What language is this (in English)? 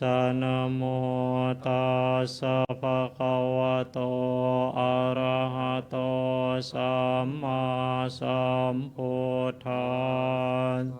Pali